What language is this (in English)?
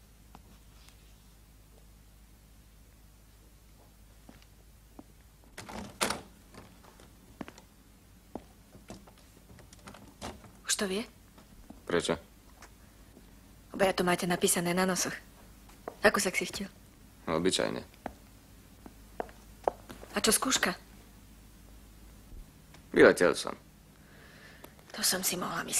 Slovak